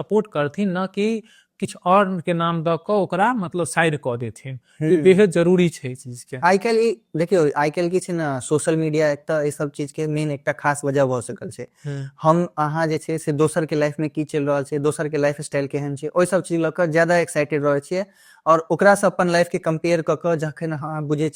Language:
Maithili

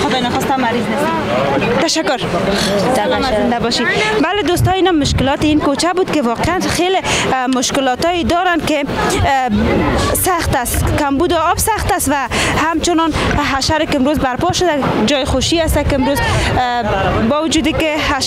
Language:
Persian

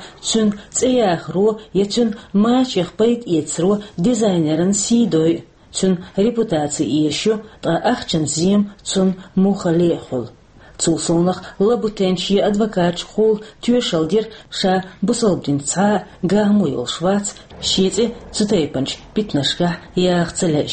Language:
Chechen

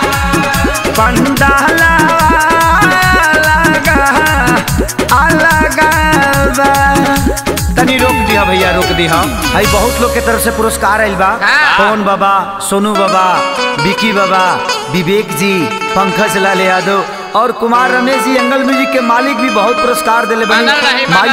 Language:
Bhojpuri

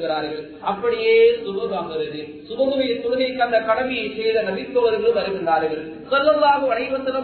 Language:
Tamil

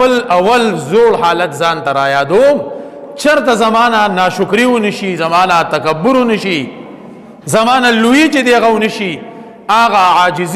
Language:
Pashto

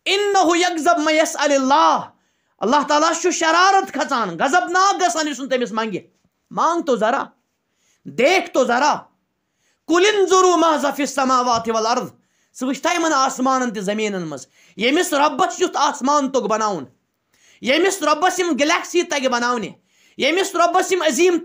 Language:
Kashmiri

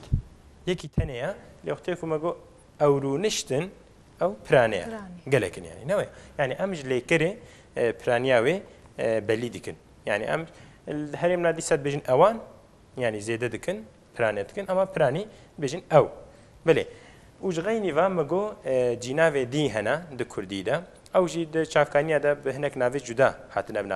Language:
Kurdish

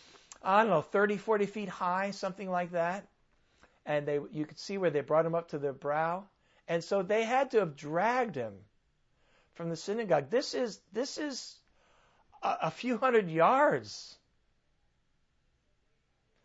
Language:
English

